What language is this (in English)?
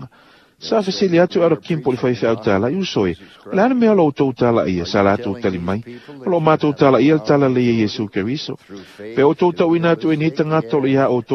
Samoan